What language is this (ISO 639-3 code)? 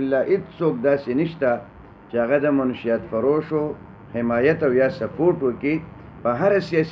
pus